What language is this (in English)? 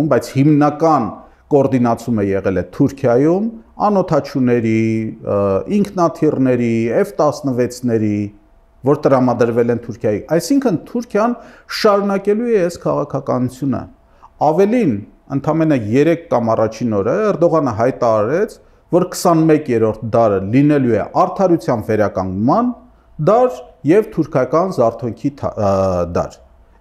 Armenian